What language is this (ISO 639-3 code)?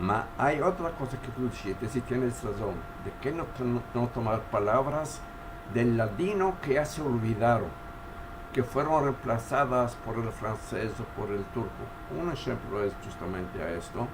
lad